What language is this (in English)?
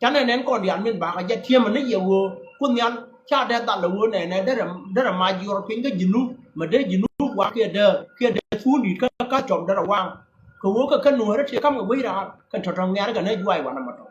Nuer